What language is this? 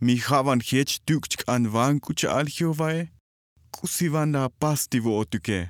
Tzotzil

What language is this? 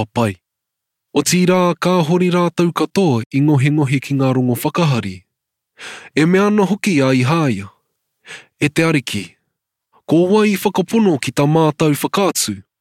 Māori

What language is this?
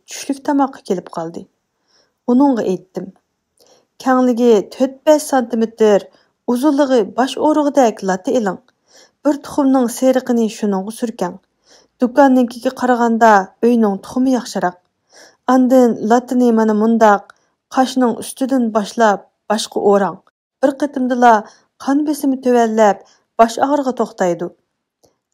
Uyghur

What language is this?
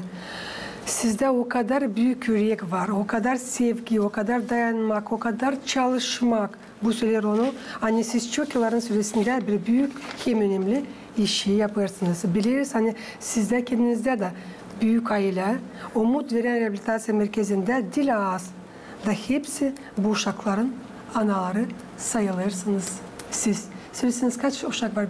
Gagauz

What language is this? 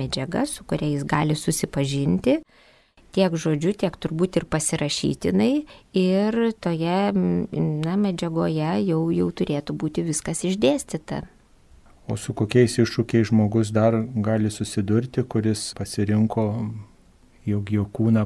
Lithuanian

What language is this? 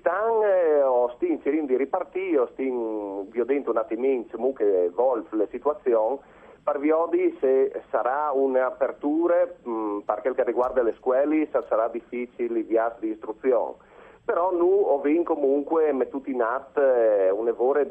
Friulian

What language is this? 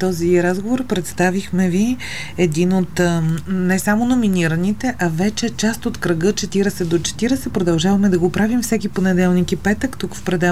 Bulgarian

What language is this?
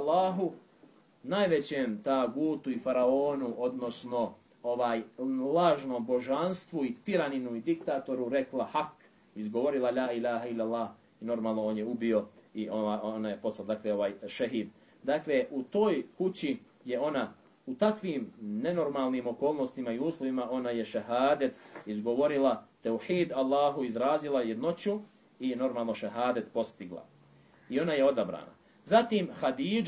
Bosnian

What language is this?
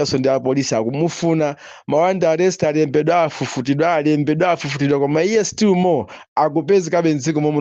Nyanja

